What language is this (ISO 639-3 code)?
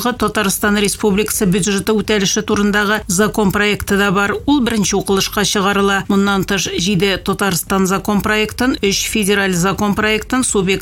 tat